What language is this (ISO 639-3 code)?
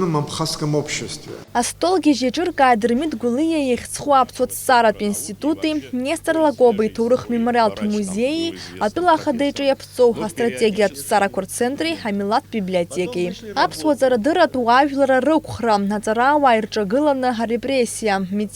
abk